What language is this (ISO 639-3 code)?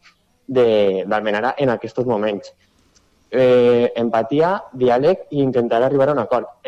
cat